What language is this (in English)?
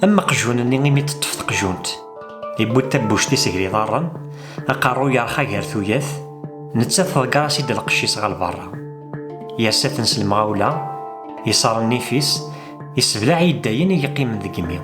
Kabyle